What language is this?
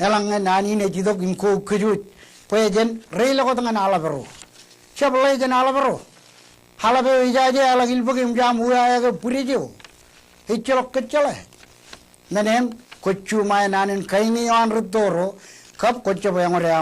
Marshallese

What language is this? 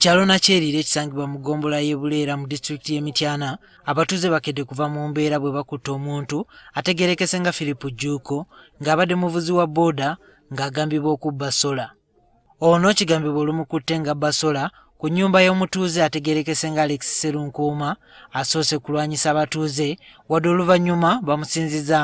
Ganda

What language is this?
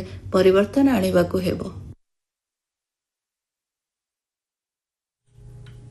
Odia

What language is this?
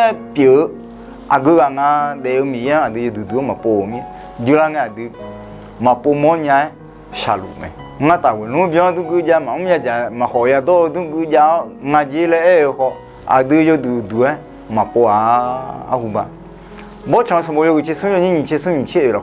Akha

